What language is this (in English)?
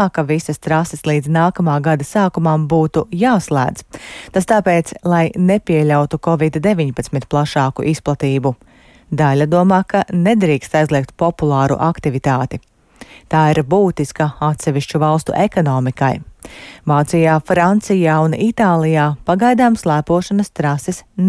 Latvian